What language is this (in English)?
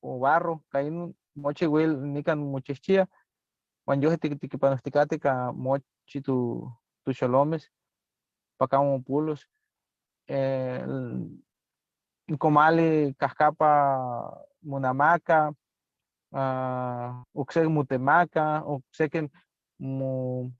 Eastern Huasteca Nahuatl